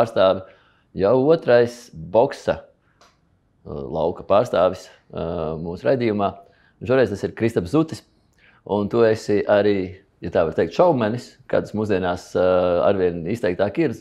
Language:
Latvian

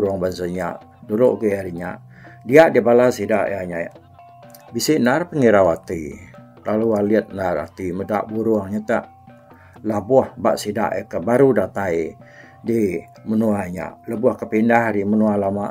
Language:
Iban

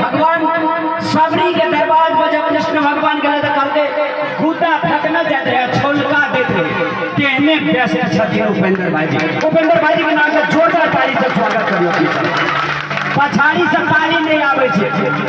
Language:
Maithili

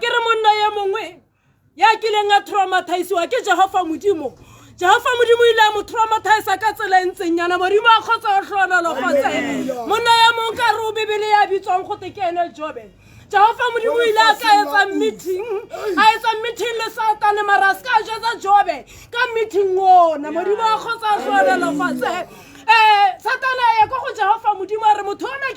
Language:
Tswana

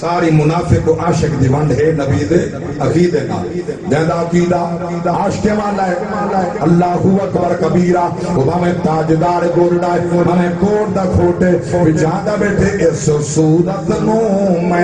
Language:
Saraiki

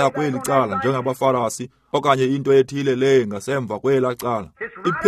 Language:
Xhosa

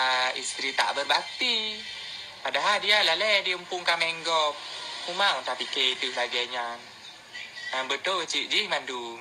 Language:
Achinese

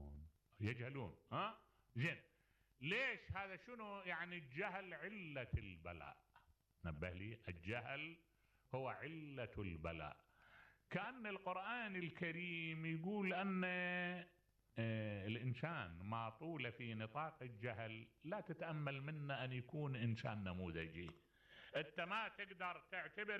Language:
Mesopotamian Arabic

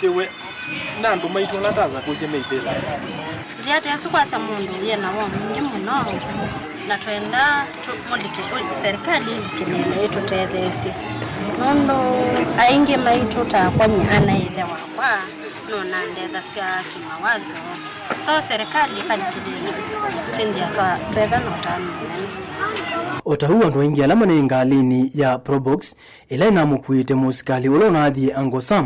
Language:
Kamba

